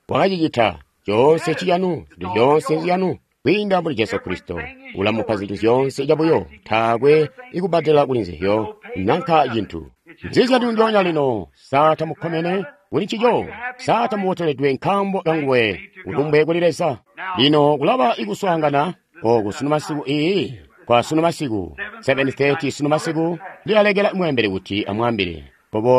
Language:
Tonga (Zambia)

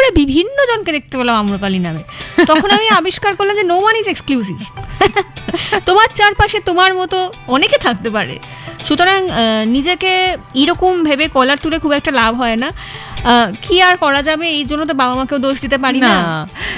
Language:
Bangla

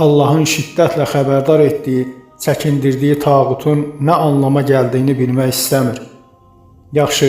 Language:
Azerbaijani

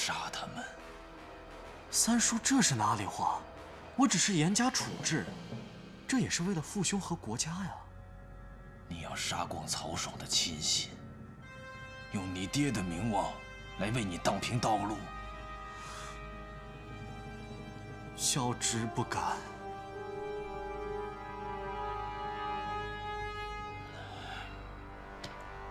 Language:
Chinese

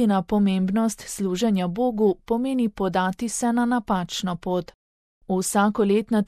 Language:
Slovenian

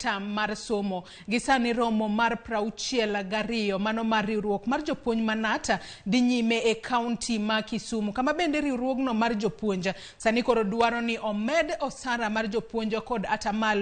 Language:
Luo (Kenya and Tanzania)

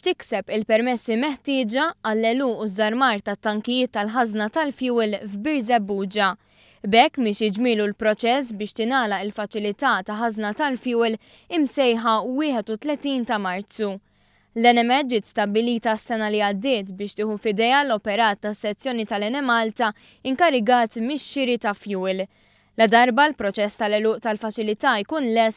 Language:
Maltese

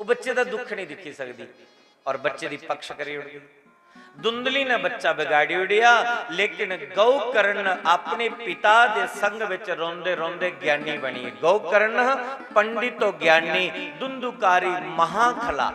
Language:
Dogri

